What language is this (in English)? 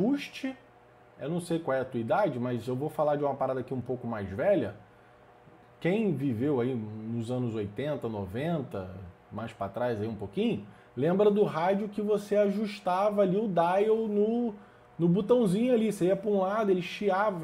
Portuguese